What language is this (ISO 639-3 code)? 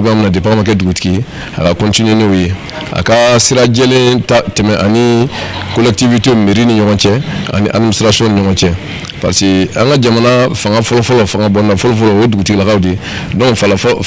bam